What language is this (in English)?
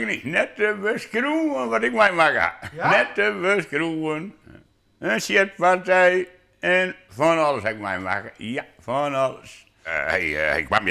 Western Frisian